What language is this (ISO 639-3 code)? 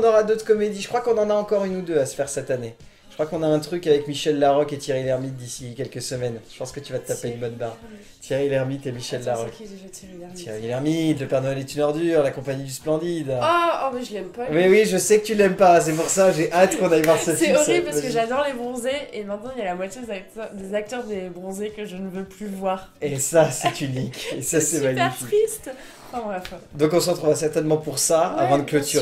fra